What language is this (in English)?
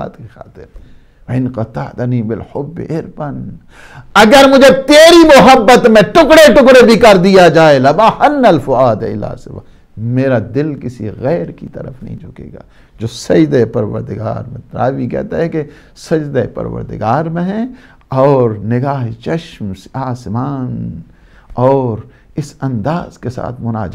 Urdu